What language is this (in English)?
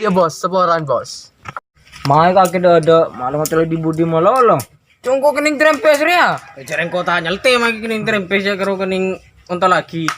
Madurese